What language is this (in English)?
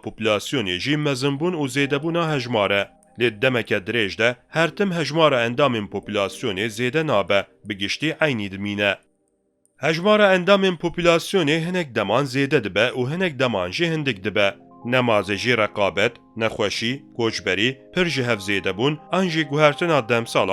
Kurdish